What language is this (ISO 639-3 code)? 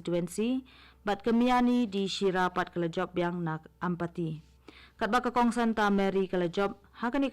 kha